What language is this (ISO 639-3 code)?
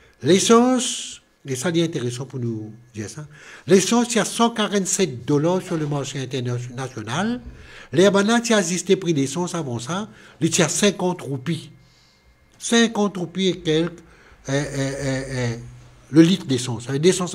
mfe